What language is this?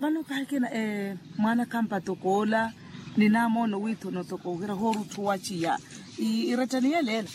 Makhuwa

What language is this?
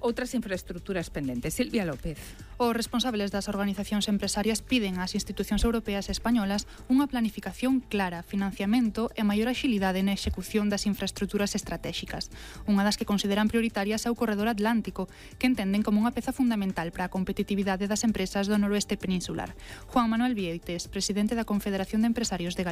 Galician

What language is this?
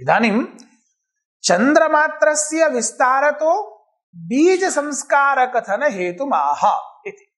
Sanskrit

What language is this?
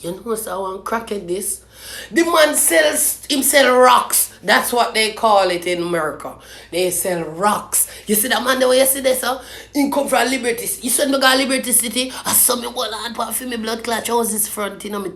Jamaican Creole English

